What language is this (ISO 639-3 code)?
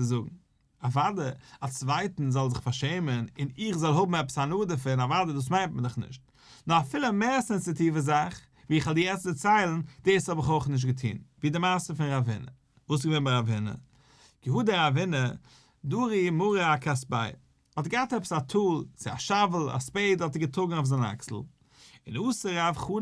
yid